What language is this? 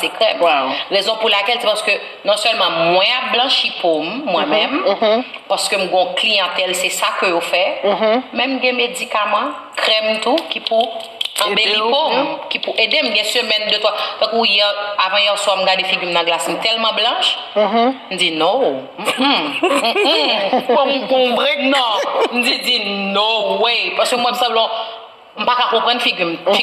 Haitian Creole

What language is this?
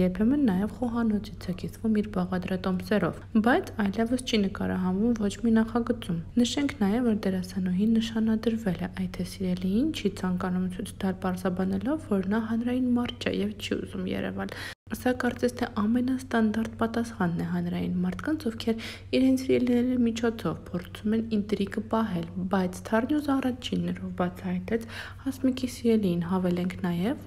Armenian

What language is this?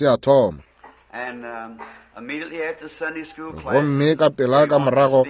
Northern Sotho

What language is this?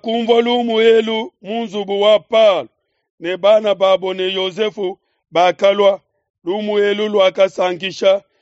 Luba-Lulua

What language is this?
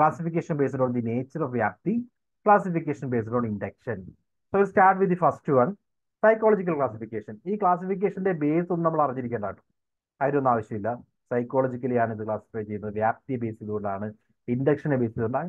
Malayalam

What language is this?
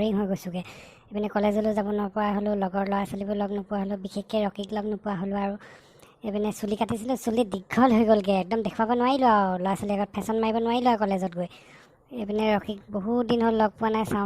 Assamese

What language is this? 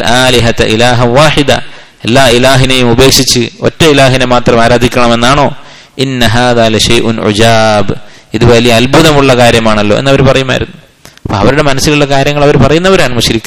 Malayalam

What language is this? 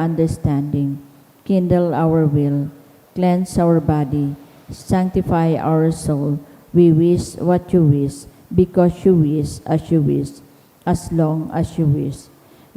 Bikol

